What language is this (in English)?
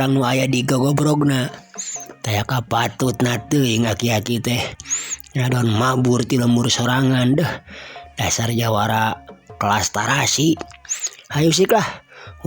Sundanese